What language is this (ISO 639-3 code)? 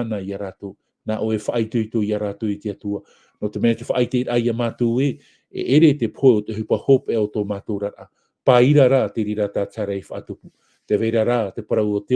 tah